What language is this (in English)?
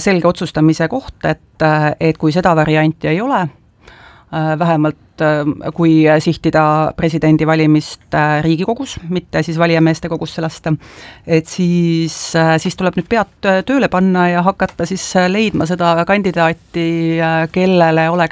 Estonian